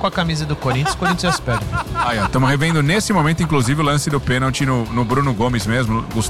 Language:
Portuguese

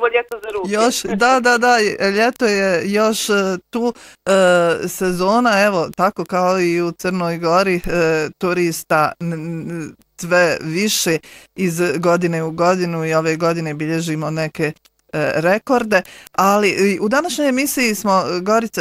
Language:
Bosnian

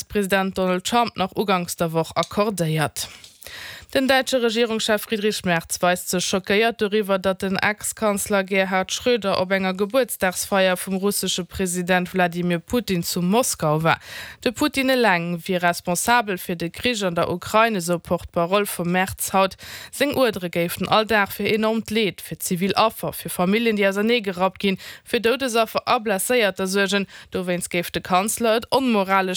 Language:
Luxembourgish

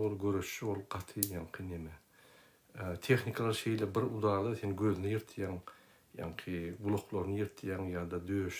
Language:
Turkmen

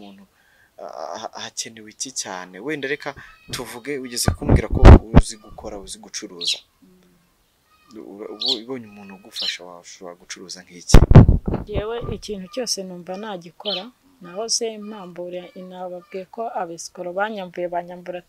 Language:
Kinyarwanda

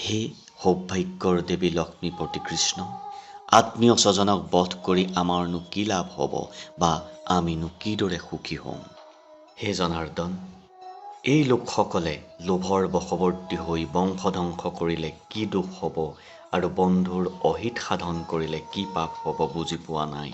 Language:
Assamese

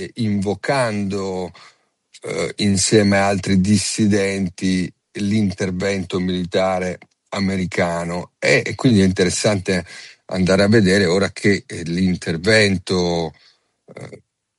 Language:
Italian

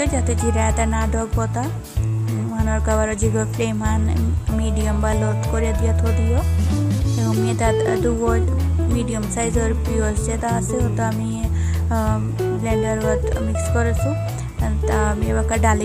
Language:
Bishnupriya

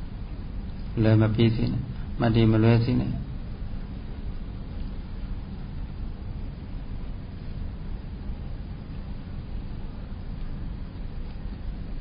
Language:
Burmese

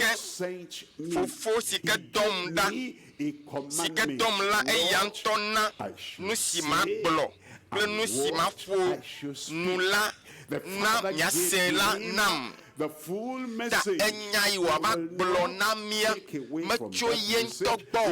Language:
Ewe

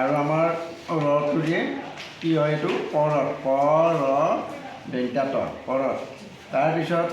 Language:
Assamese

